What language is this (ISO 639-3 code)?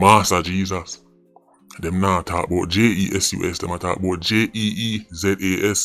jam